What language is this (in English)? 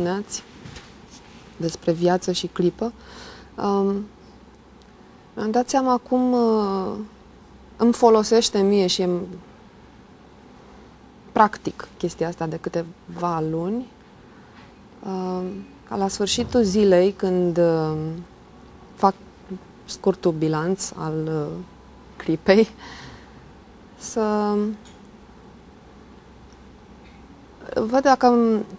Romanian